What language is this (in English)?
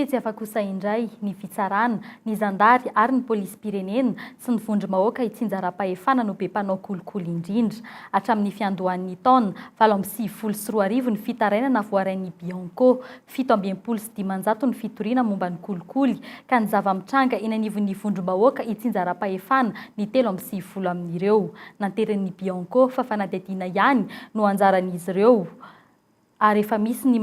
Malagasy